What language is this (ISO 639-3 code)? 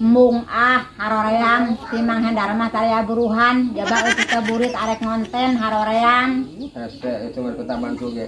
sun